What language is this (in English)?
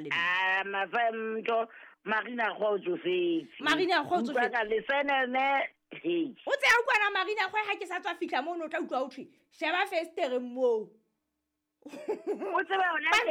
Southern Sotho